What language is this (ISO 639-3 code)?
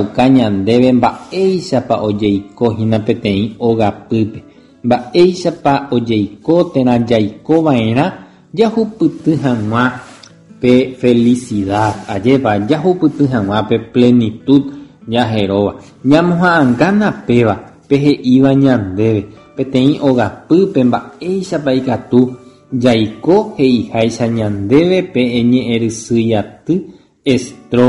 grn